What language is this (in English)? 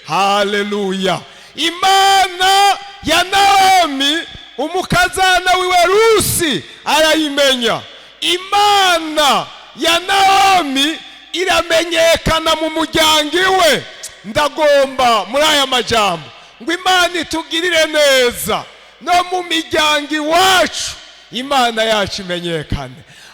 Rundi